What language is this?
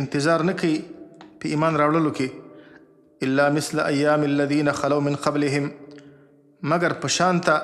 Pashto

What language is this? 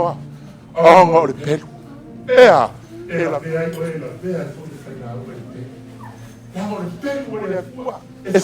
Samoan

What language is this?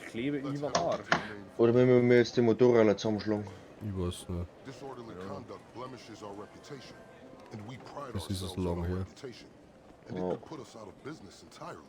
Bavarian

